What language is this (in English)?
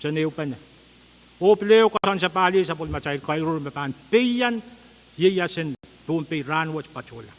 Pohnpeian